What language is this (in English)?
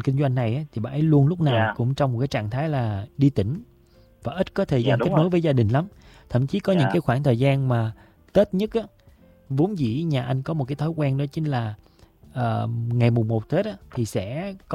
Vietnamese